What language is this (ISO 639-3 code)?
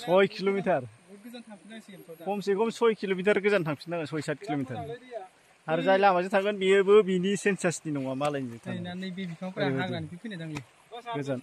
brx